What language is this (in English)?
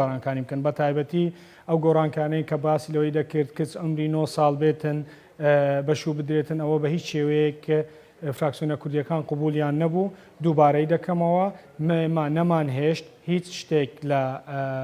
Central Kurdish